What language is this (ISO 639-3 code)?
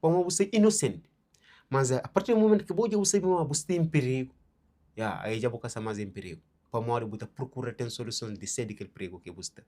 kea